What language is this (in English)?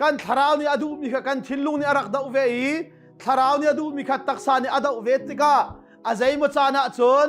Hakha Chin